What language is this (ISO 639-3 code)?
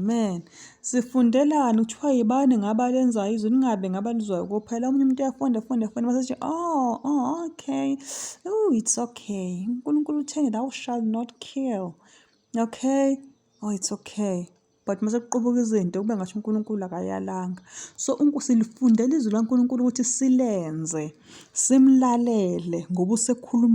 zul